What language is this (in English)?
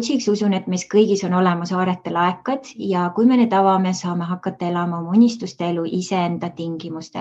Estonian